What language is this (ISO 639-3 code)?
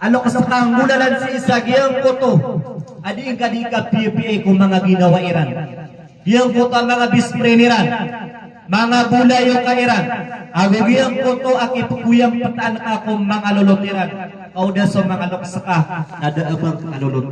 mrw